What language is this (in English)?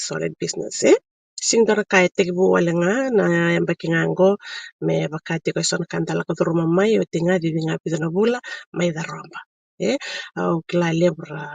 Fijian